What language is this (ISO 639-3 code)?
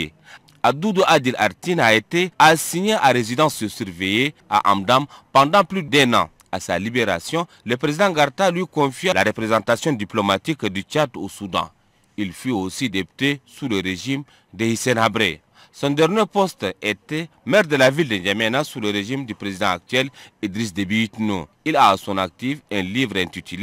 fra